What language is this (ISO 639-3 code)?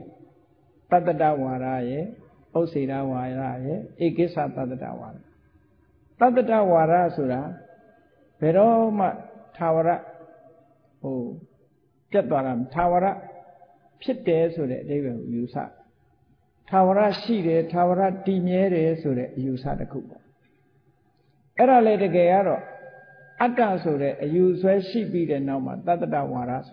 mya